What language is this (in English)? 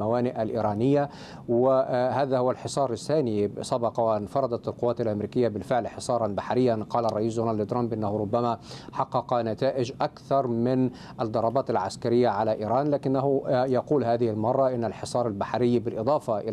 Arabic